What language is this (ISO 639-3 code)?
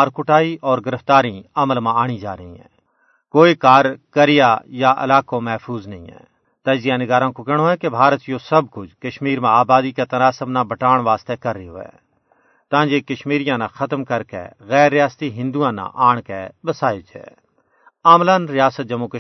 gju